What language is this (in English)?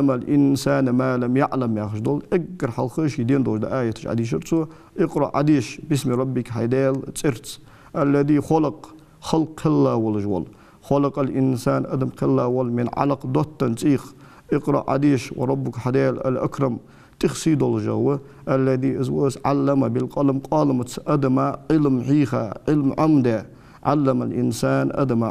Ingush